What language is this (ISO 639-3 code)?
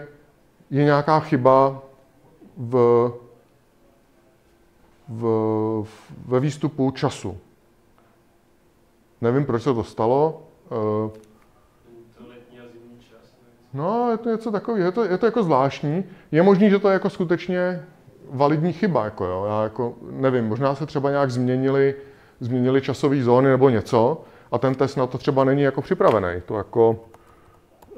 ces